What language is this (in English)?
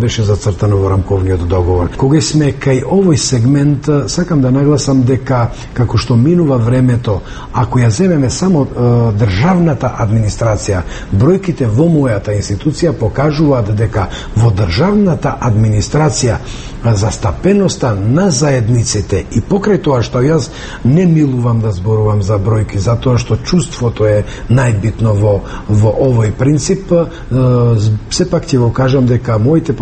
Macedonian